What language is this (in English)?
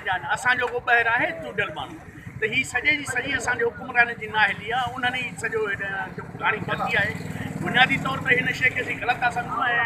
Sindhi